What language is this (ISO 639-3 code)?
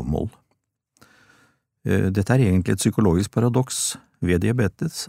nor